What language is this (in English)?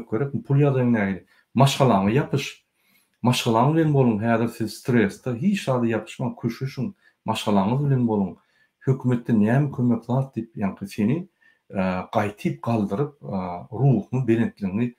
Turkmen